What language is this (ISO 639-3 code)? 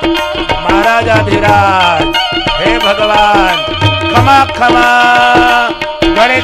guj